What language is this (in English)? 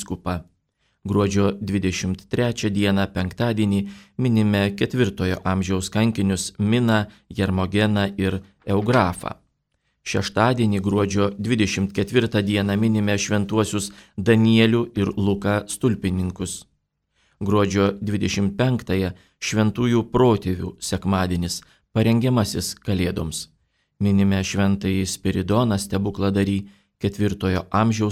Lithuanian